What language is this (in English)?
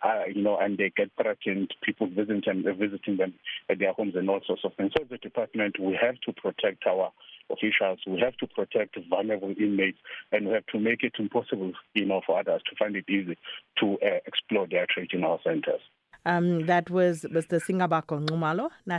English